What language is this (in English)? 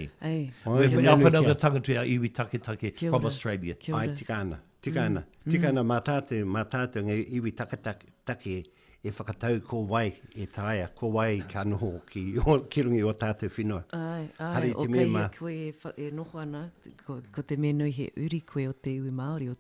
Māori